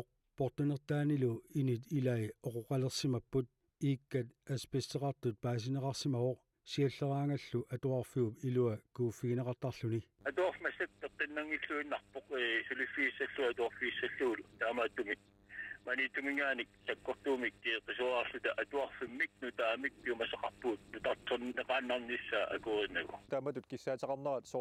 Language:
Kalaallisut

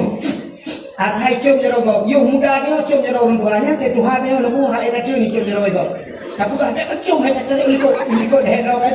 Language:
Achinese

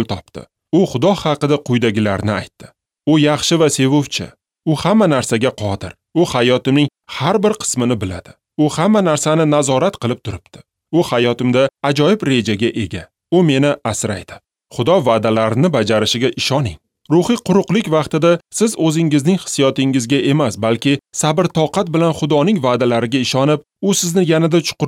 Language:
Uzbek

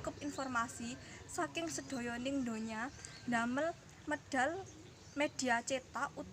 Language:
Javanese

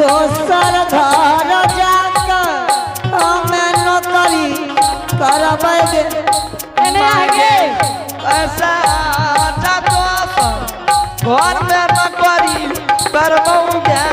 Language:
Angika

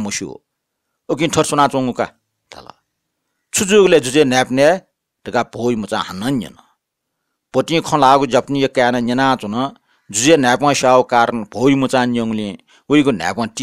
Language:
Newari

